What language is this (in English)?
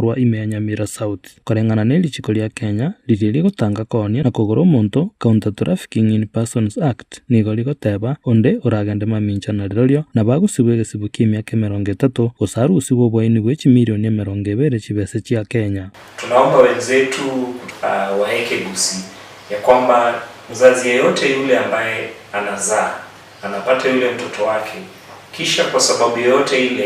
Gusii